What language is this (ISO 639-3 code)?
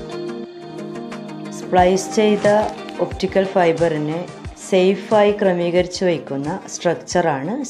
mal